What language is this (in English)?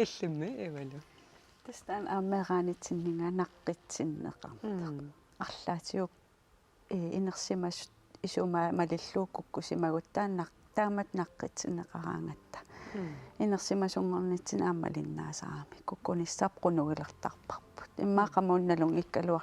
Kalaallisut